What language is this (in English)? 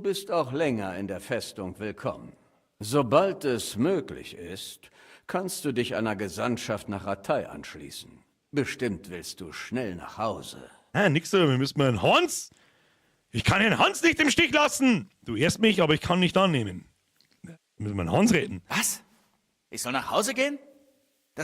Bavarian